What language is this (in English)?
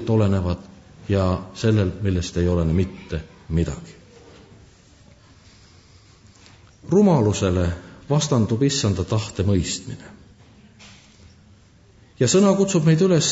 Estonian